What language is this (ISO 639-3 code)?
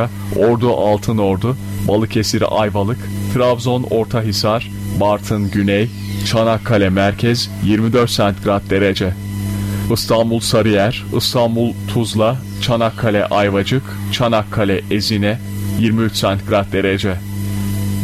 tur